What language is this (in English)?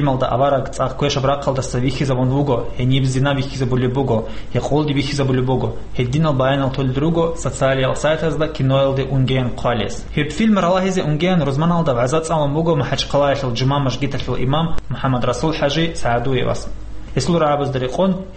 Avaric